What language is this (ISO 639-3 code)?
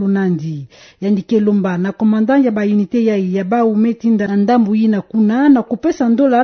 ktu